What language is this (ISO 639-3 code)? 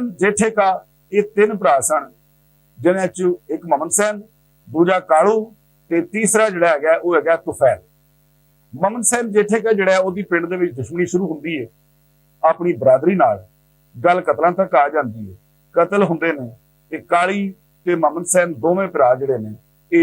lah